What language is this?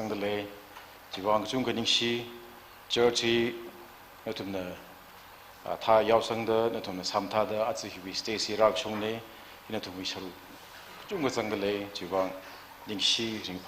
Tangkhul Naga (India)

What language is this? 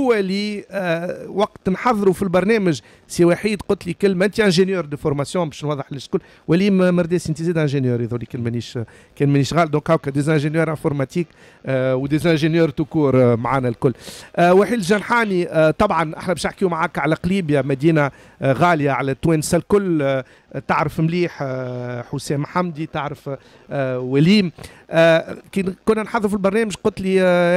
Tunisian Arabic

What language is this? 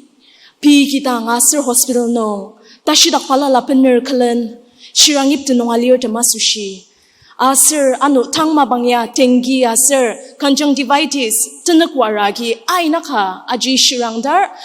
Ao Naga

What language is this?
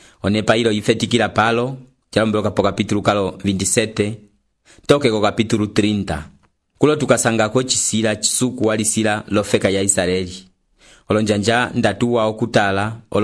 Umbundu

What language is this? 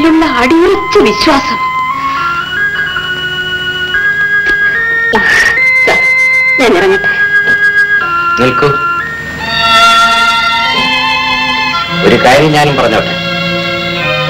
Malayalam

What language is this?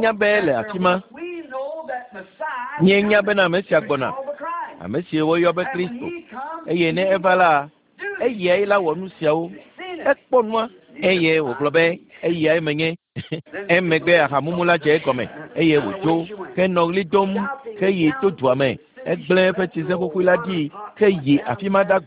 Ewe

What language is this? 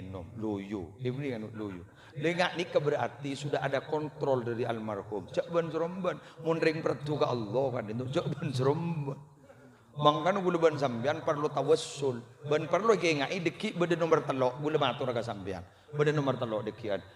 Madurese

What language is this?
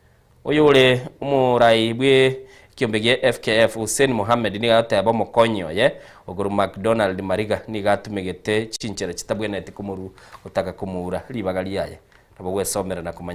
Gusii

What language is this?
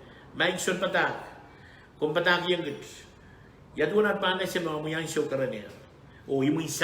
Pohnpeian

